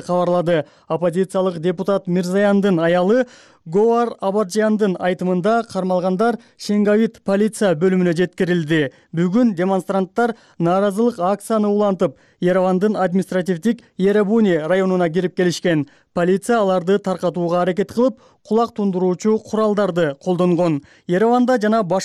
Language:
Kyrgyz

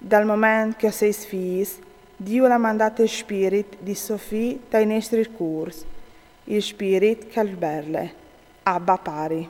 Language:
Friulian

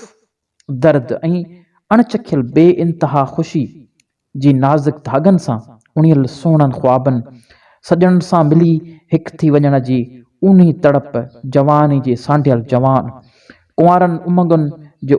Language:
Sindhi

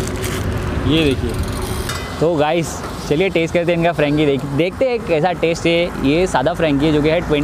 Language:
Hindi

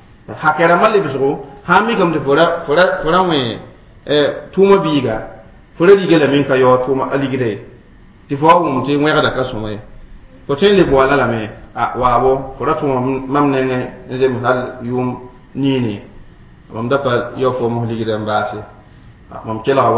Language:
Mossi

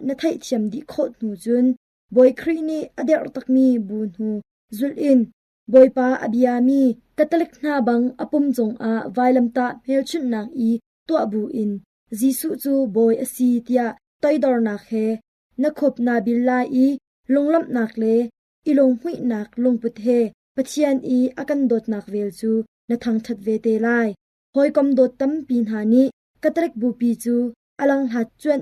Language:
Hakha Chin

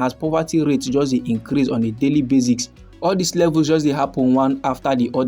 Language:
Nigerian Pidgin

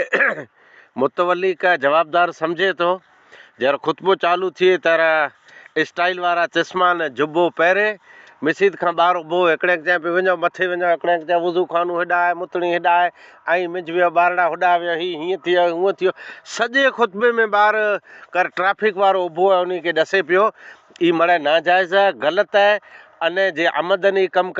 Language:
Sindhi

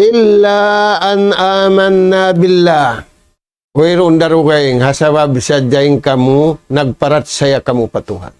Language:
Tausug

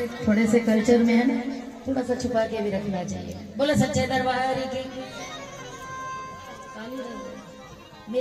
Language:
Hindi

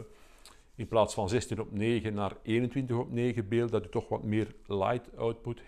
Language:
Dutch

